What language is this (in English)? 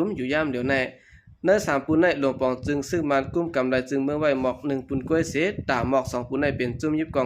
Shan